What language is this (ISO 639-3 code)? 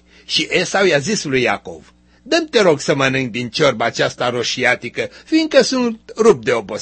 ron